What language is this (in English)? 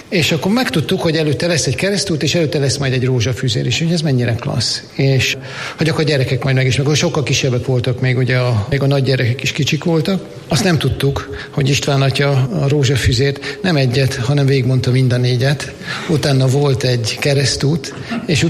Hungarian